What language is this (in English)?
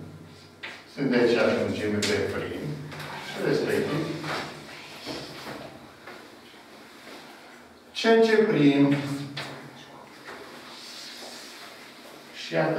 Romanian